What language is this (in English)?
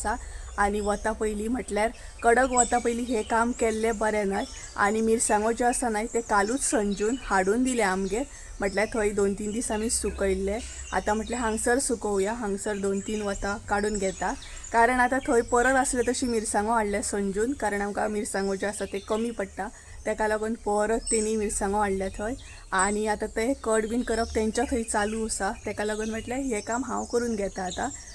Konkani